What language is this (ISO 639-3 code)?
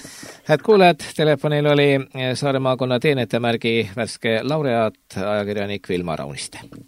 est